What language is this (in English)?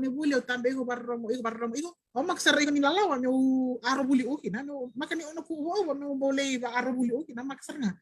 Fijian